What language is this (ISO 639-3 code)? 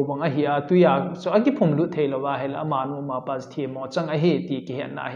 tcz